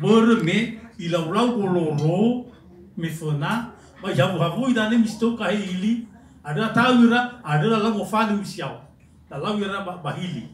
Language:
Nias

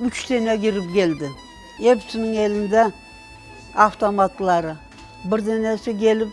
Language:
Crimean Tatar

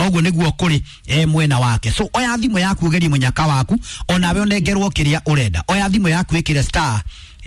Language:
Kikuyu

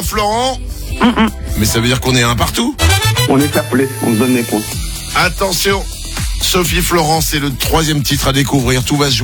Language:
French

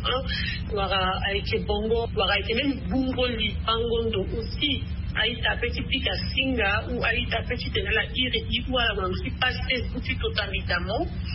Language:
Sango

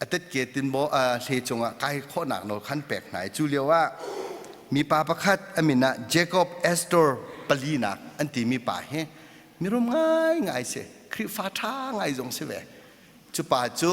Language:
Hakha Chin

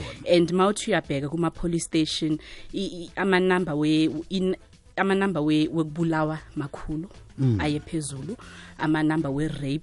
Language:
South Ndebele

